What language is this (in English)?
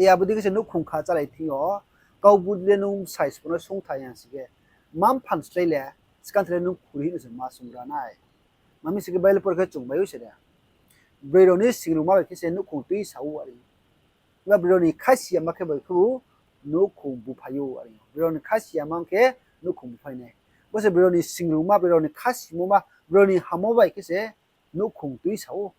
Riang (India)